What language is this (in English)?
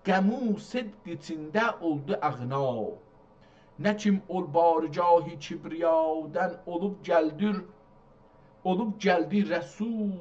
South Azerbaijani